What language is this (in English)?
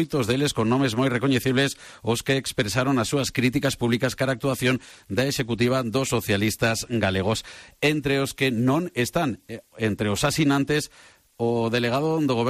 Galician